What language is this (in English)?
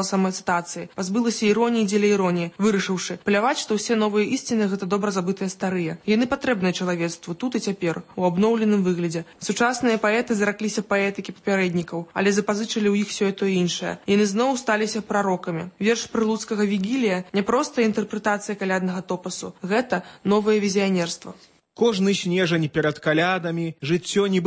Belarusian